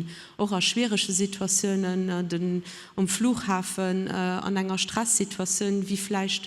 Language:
Luxembourgish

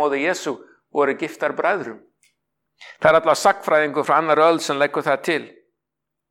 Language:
Icelandic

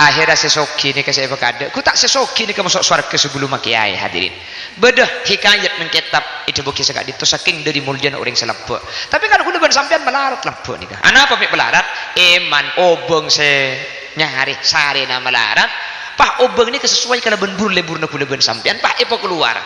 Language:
Madurese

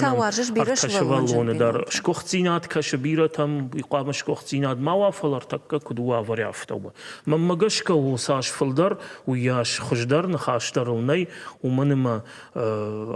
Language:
Ossetic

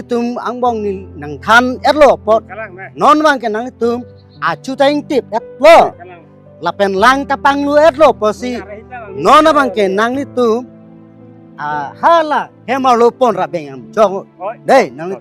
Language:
Karbi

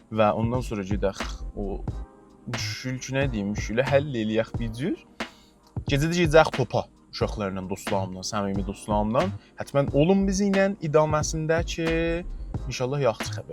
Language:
South Azerbaijani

